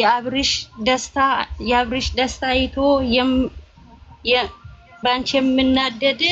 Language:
Amharic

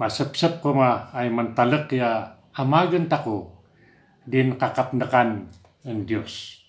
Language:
Kankanaey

